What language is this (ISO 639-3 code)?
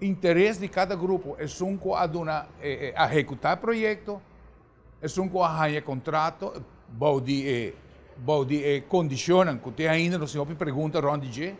pap